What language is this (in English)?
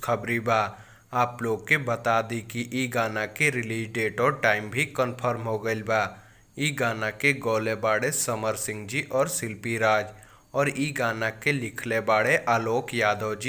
Bhojpuri